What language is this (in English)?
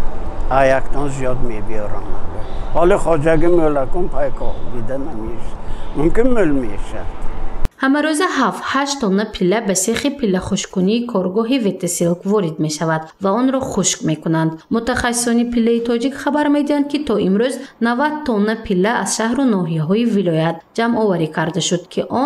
Tajik